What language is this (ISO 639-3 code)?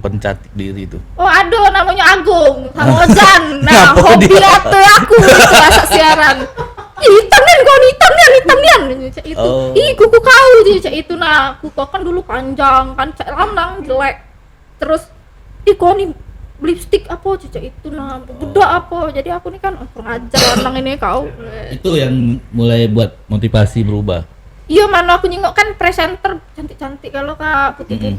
mui